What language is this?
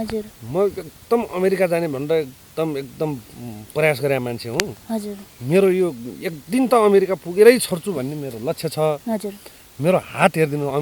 Nepali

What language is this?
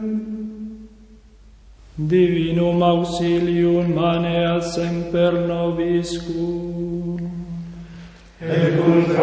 Latin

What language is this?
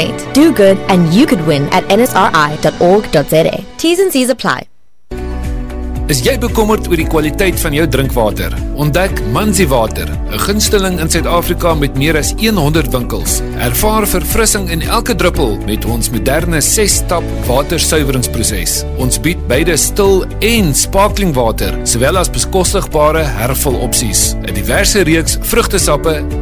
Afrikaans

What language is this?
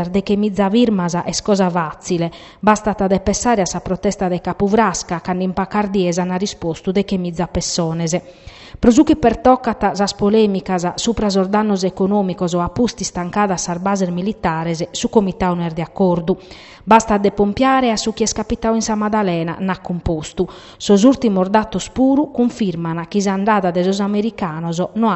Sardinian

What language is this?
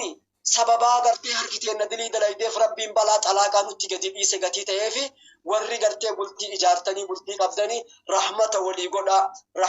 Oromo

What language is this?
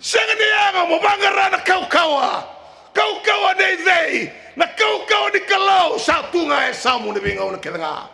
Fijian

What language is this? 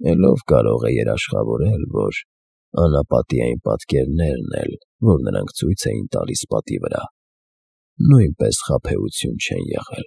Armenian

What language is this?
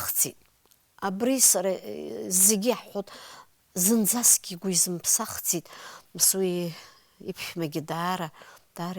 Abkhazian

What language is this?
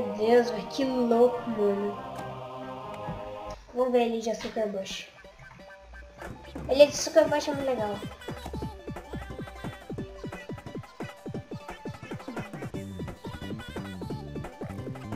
Portuguese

